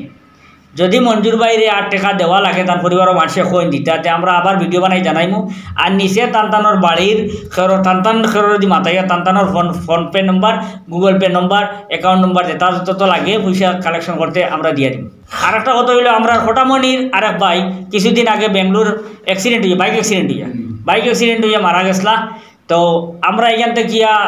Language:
Sylheti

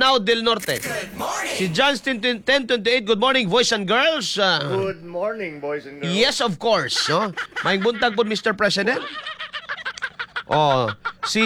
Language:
Cebuano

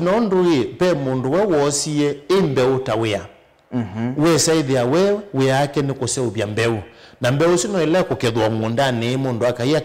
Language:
Kamba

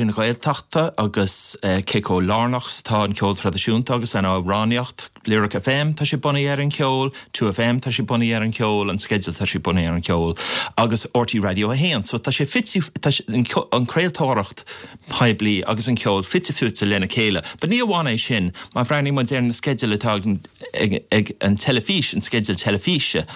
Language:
Irish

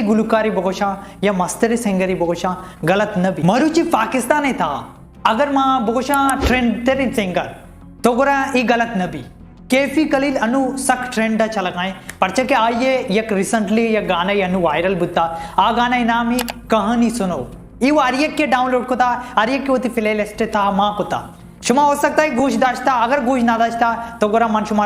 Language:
Baluchi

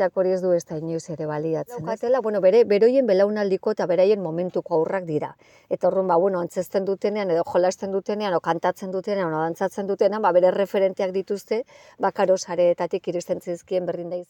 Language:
Basque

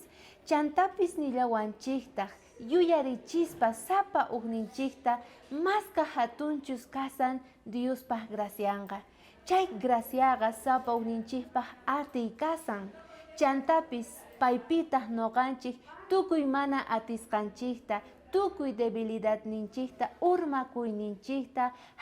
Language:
South Bolivian Quechua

